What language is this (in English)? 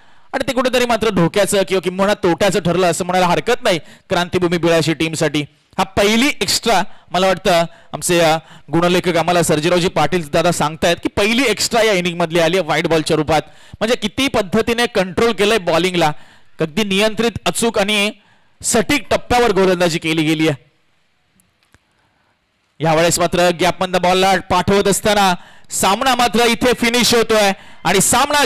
Marathi